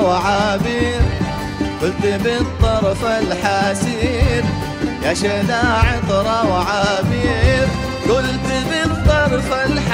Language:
Arabic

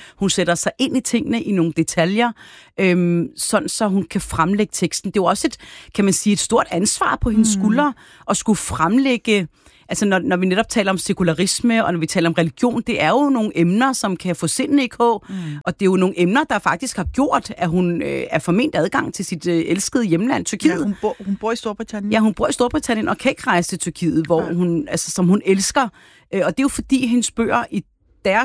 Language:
Danish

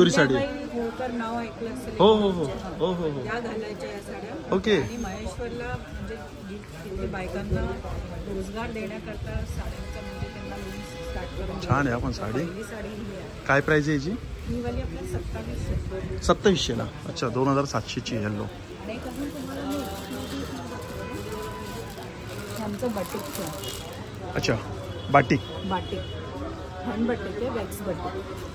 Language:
Marathi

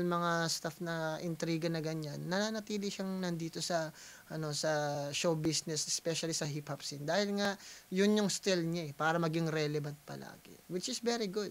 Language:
Filipino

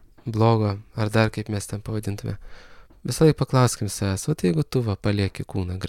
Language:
Lithuanian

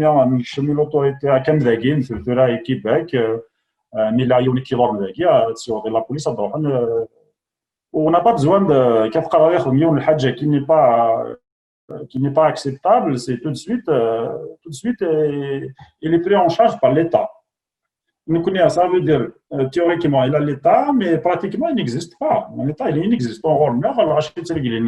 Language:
Kabyle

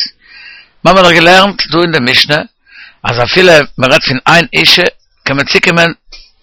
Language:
Yiddish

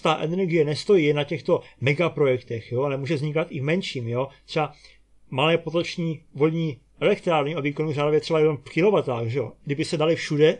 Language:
Czech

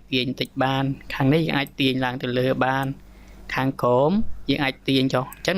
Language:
Khmer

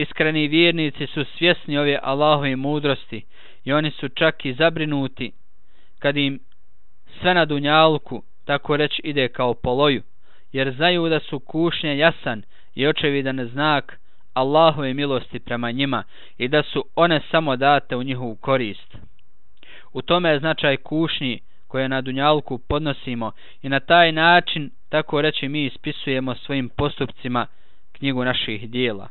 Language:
Bosnian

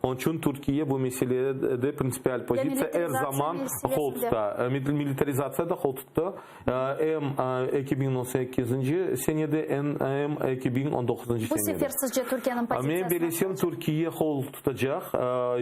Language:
Crimean Tatar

